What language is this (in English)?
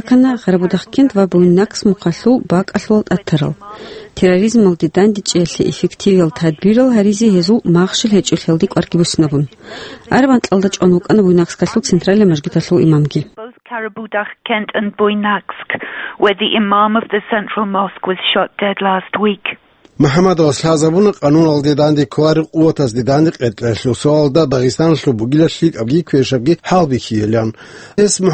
Avaric